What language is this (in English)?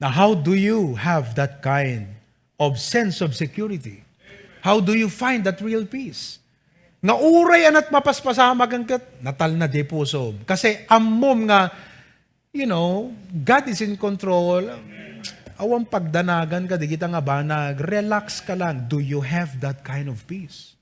Iloko